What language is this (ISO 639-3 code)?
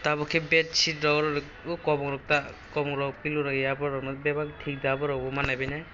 trp